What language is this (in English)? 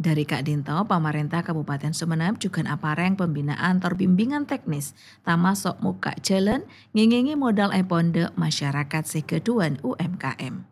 Madurese